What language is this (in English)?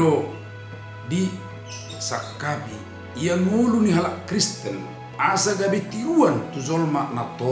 Batak Toba